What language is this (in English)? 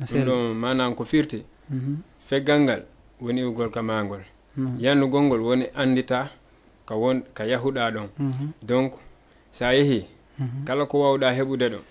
Fula